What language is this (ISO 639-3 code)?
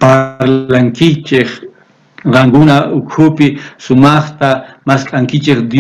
quh